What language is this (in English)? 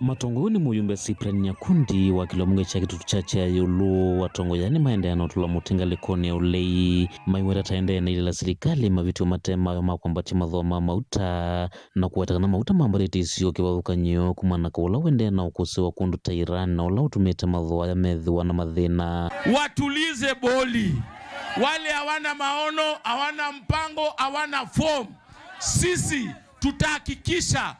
Kamba